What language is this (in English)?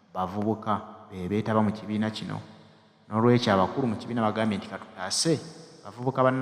Ganda